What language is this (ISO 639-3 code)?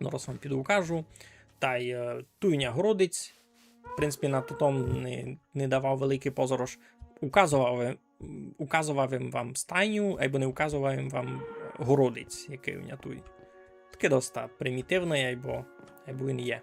rue